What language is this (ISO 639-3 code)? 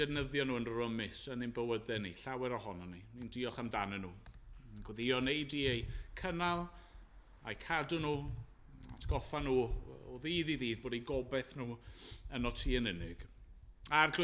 cym